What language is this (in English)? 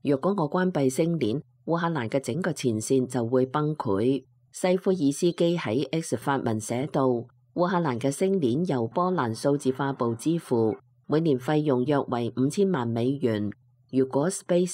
Cantonese